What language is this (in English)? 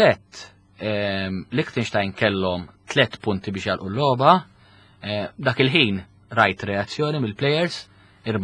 Maltese